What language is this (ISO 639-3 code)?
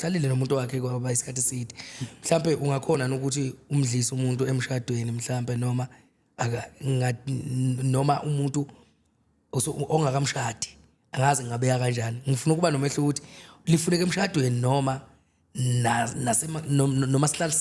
zul